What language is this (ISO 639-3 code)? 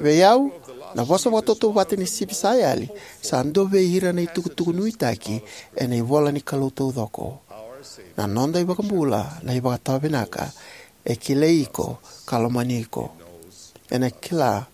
fij